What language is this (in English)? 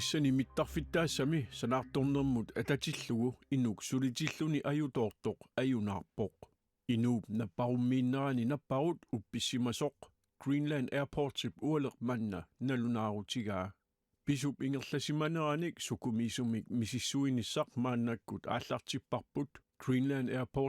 Kalaallisut